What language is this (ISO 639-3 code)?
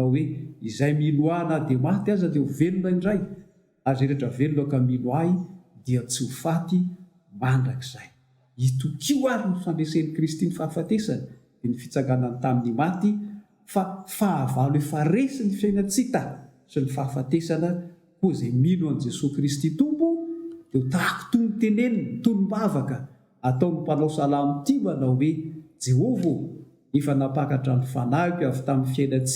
mlg